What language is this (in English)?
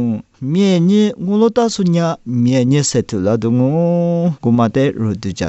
Lisu